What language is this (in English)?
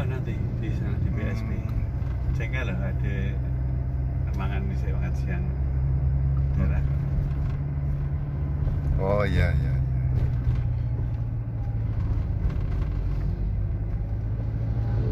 Indonesian